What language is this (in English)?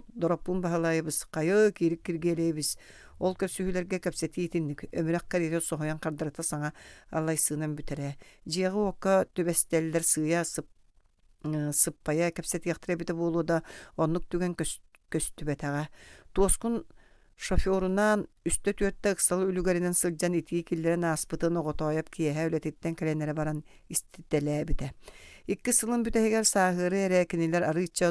Yakut